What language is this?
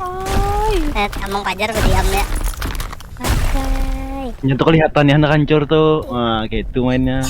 Banjar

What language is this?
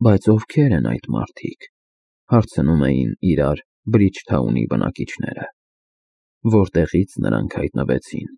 Armenian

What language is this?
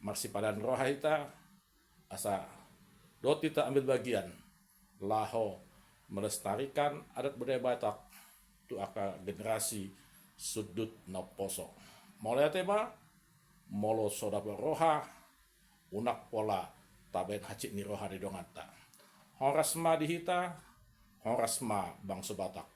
Batak Toba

